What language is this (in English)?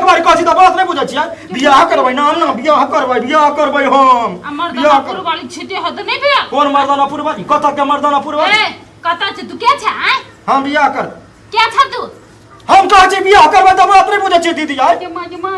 Maithili